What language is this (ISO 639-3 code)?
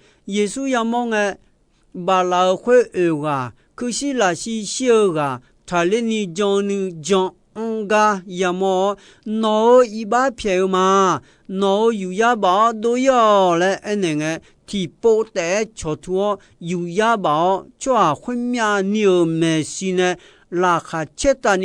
ahk